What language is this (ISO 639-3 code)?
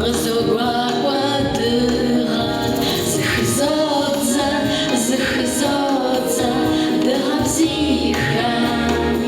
kbd